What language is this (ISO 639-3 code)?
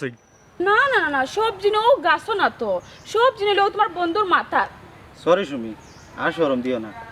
syl